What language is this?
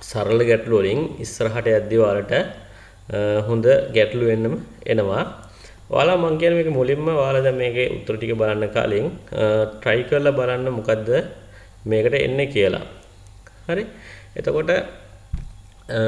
Sinhala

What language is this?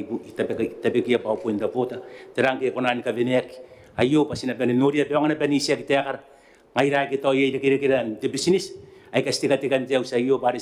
Gilbertese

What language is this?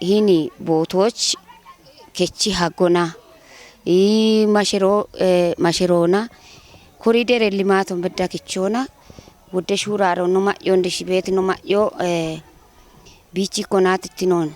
Kafa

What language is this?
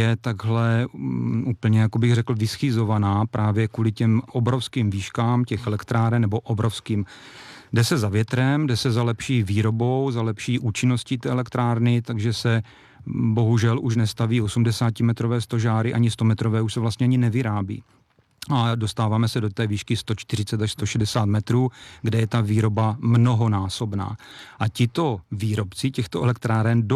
Czech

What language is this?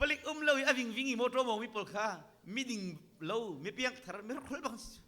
Hakha Chin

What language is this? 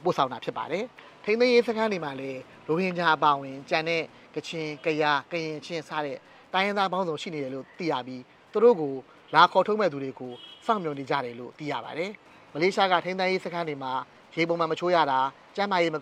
Burmese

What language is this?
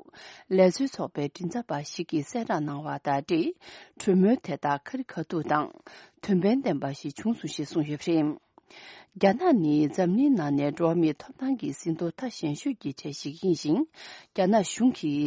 Tibetan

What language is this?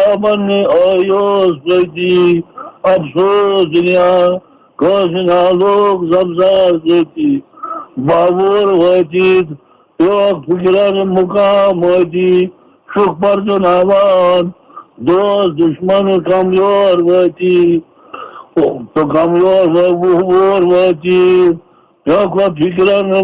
Kashmiri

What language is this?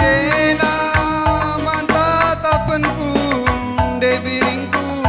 Batak Karo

